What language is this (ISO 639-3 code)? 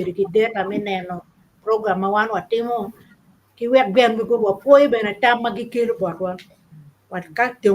ach